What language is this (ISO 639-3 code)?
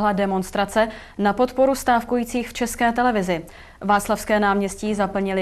ces